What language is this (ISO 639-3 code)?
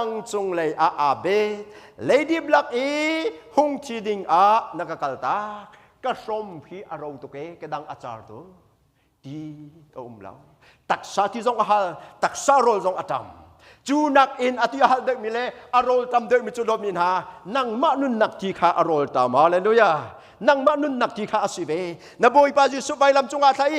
cnh